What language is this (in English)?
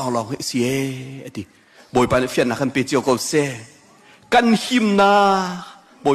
Hakha Chin